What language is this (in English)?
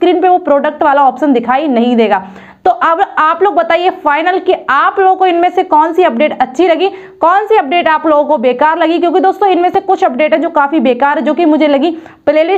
Hindi